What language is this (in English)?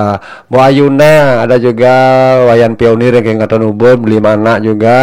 Balinese